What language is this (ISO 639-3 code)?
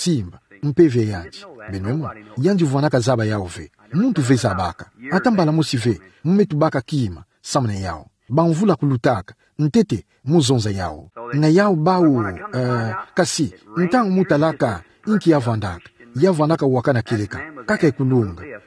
ktu